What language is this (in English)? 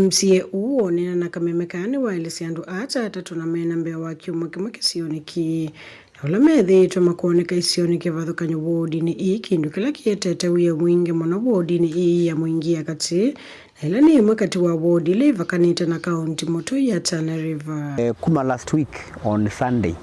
Kamba